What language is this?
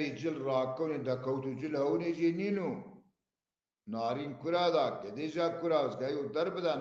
Zaza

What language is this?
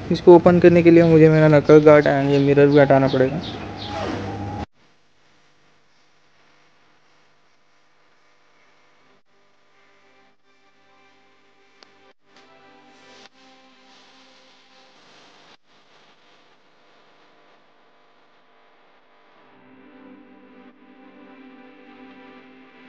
Hindi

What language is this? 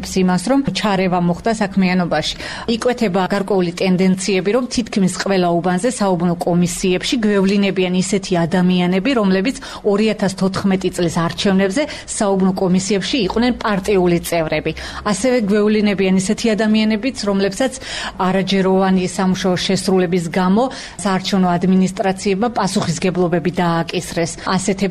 Georgian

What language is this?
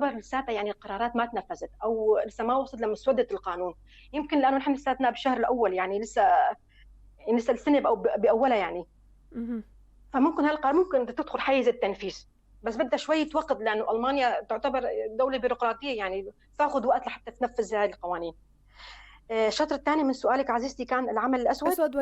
North Levantine Arabic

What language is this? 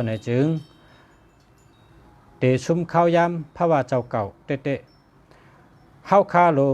Shan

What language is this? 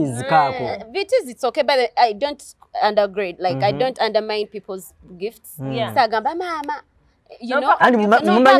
Ganda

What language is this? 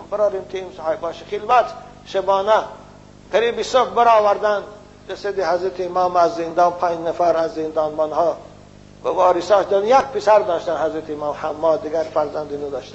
Tajik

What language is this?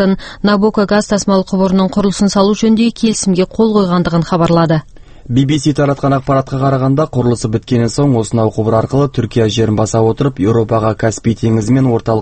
Kazakh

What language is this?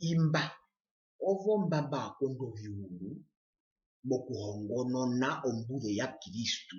Herero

